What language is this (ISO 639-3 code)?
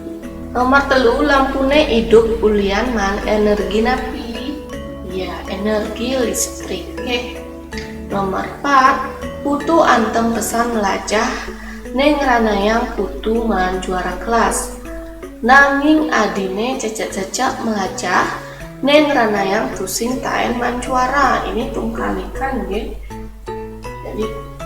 ban